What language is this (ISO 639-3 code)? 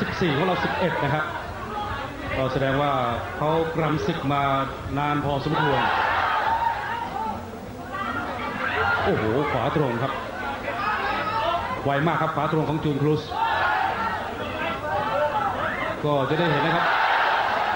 tha